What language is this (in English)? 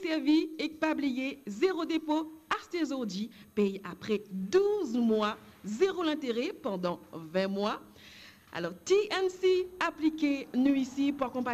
Morisyen